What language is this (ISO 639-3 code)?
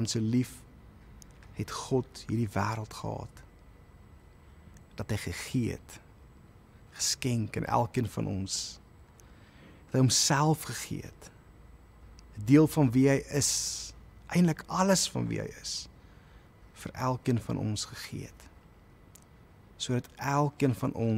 afr